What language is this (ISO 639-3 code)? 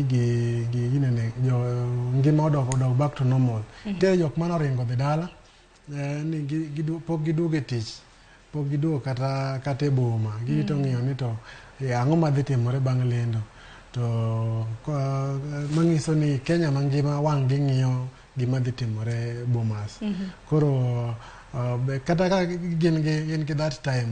luo